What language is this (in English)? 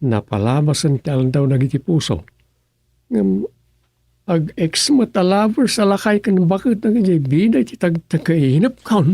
Iloko